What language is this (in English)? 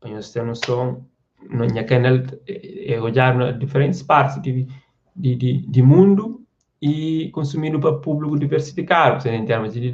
Kabuverdianu